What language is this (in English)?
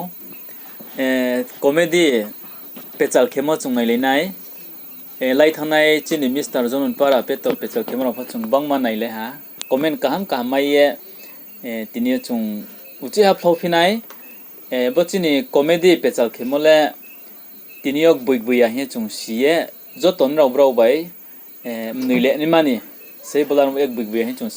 Riang (India)